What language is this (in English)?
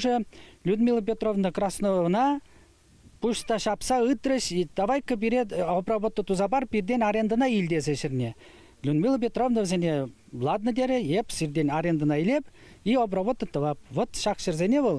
Chuvash